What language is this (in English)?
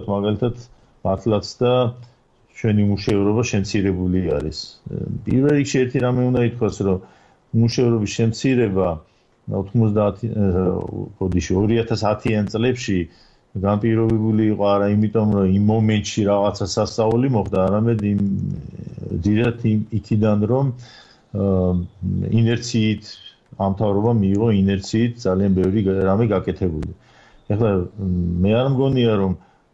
Georgian